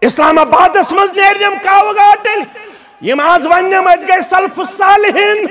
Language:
Kashmiri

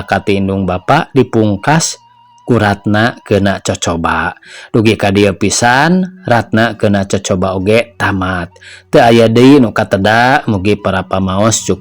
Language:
Sundanese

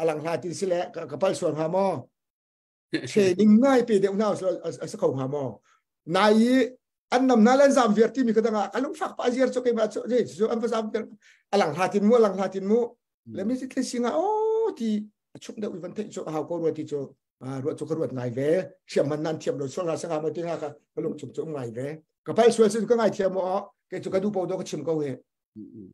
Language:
Hakha Chin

